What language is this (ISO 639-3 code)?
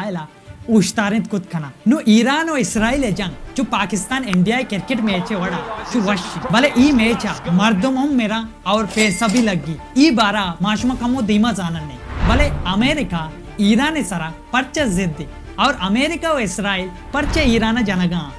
bal